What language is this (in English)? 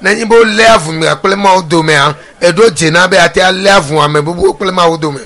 Ewe